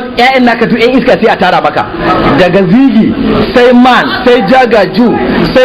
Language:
Hausa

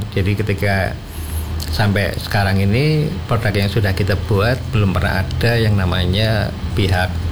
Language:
Indonesian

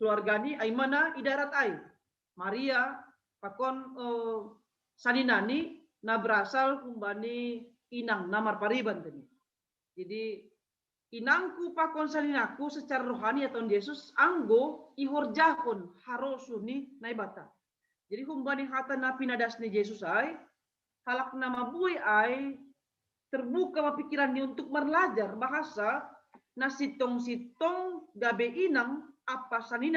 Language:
Batak Simalungun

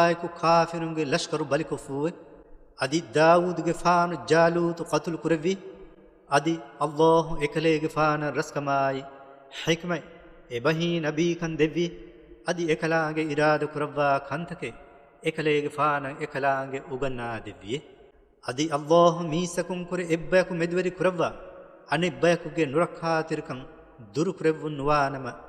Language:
Divehi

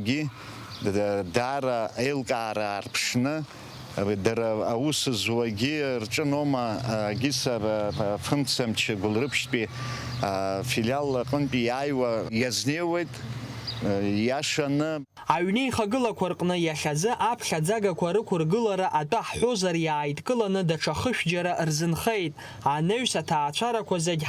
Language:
Abkhazian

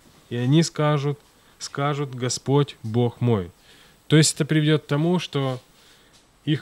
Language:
Russian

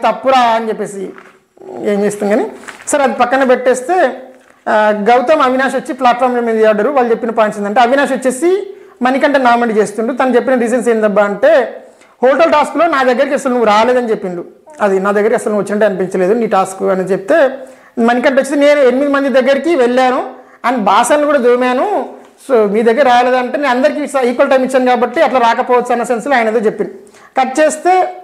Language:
Telugu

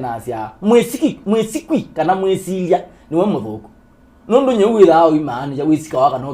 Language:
Kamba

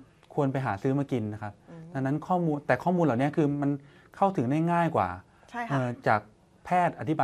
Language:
Thai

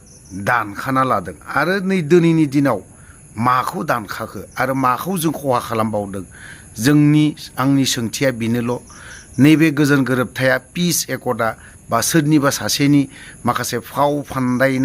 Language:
Bodo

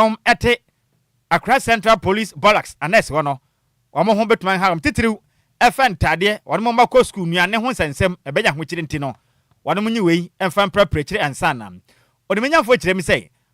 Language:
Akan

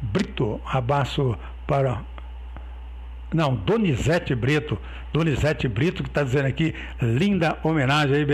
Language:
Portuguese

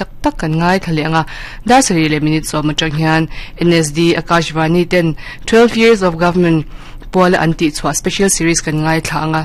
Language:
Mizo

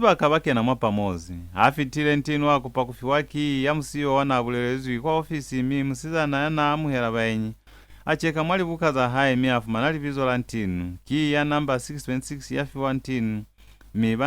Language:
Lozi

